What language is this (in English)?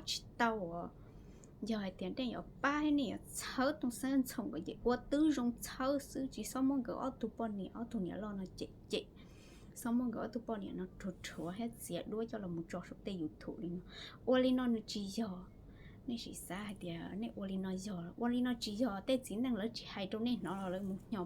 Hmong